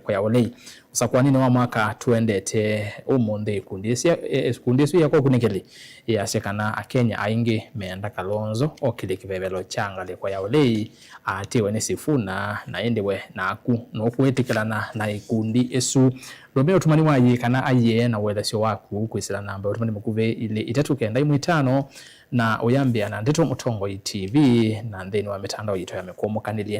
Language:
Kamba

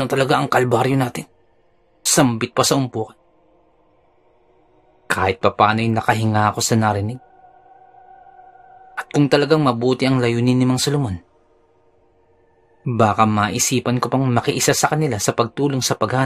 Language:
Filipino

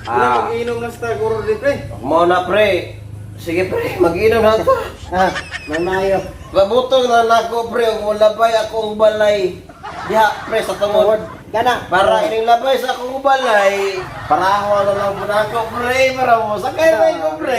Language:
Cebuano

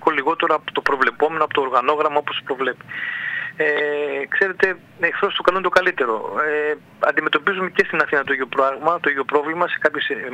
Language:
Greek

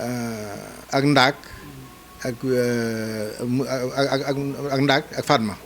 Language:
Wolof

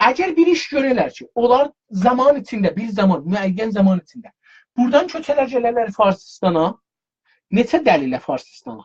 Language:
South Azerbaijani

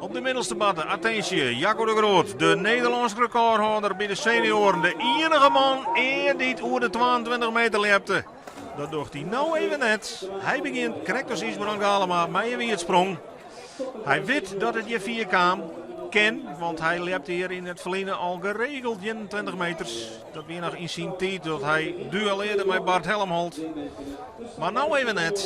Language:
Western Frisian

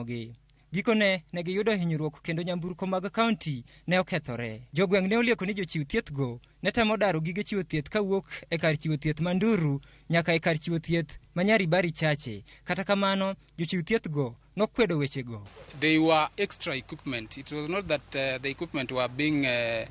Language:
Luo (Kenya and Tanzania)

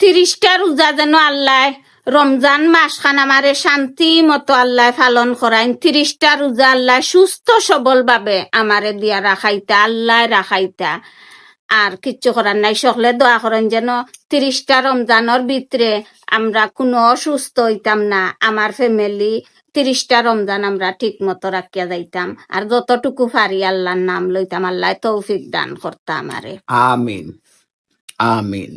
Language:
Sylheti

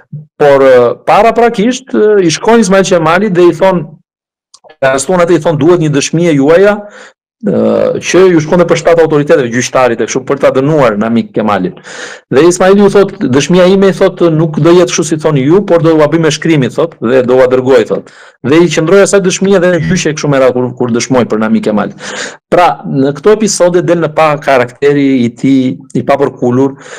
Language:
Albanian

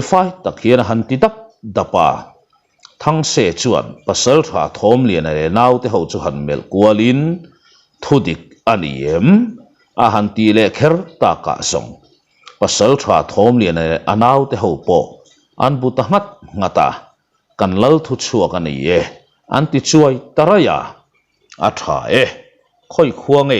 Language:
Mizo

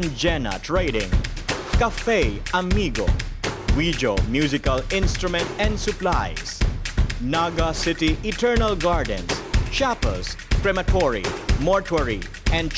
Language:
Bikol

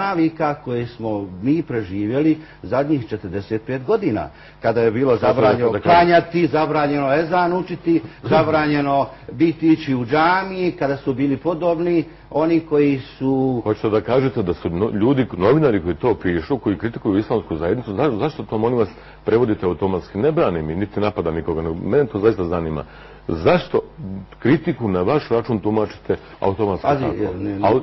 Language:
Bosnian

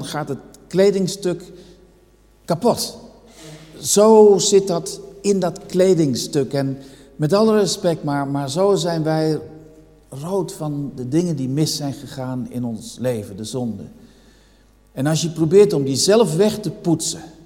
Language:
Dutch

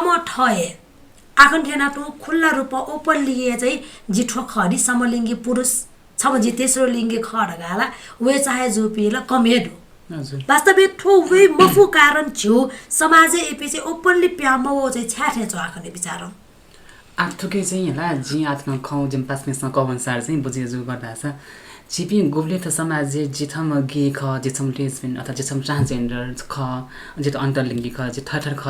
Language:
Newari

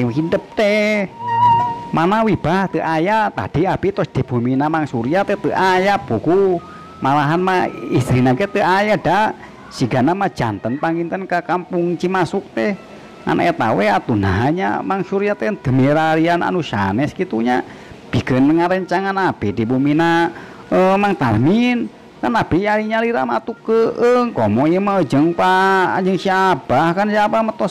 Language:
Sundanese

